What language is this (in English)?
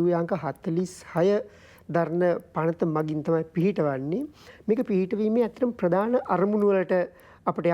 Sinhala